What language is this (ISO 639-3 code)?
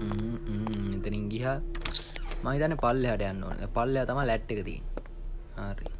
sin